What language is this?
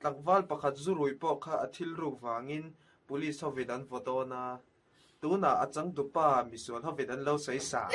Mizo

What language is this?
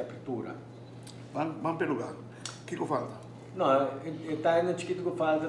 Papiamento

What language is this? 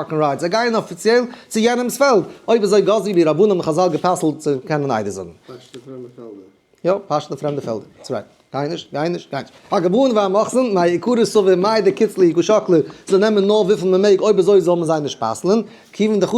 Yiddish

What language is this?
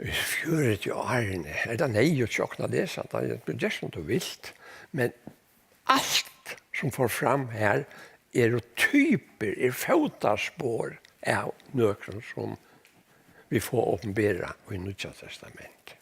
Faroese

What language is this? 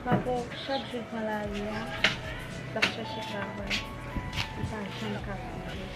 Haitian Creole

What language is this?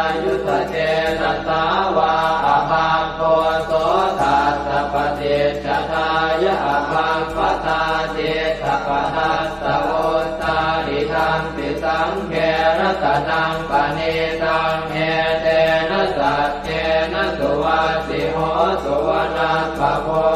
Pali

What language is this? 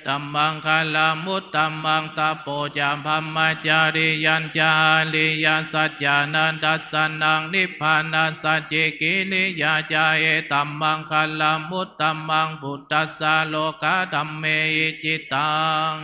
Pali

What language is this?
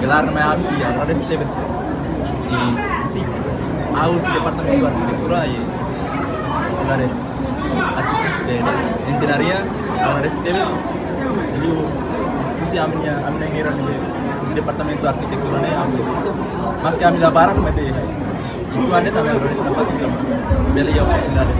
Tetum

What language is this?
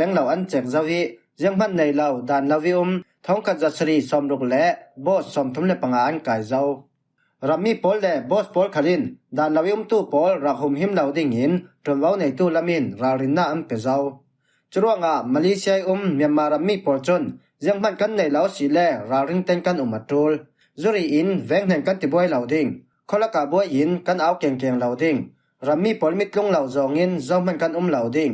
Falam Chin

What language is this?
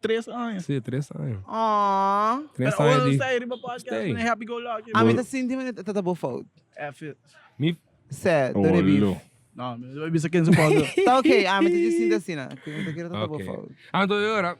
Papiamento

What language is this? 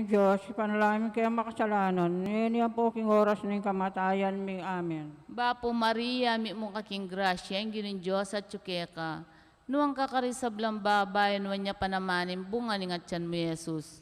Pampanga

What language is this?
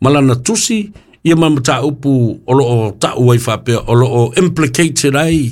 Samoan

